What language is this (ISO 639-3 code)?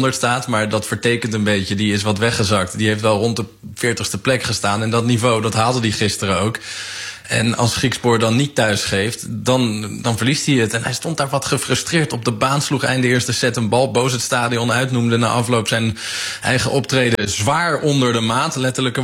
nld